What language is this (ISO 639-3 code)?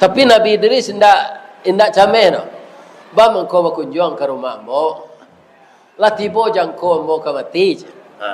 min